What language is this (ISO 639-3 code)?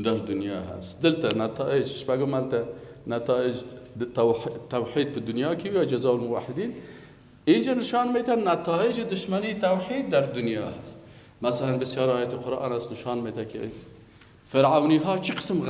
fas